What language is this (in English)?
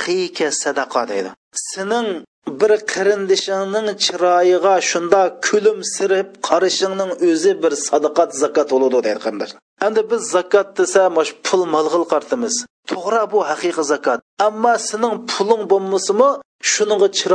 Uyghur